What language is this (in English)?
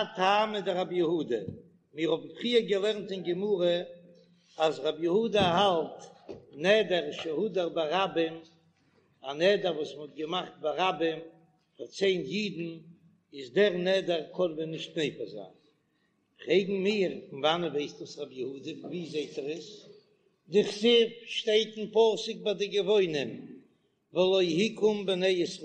Yiddish